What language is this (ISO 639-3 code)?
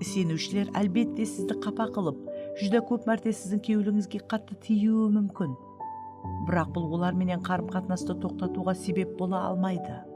kaa